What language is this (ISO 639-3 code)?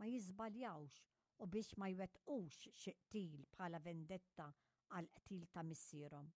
mlt